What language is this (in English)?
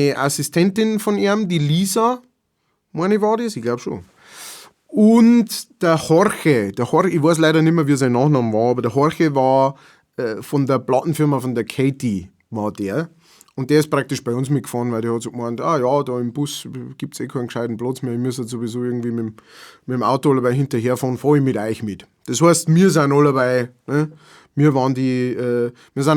Bavarian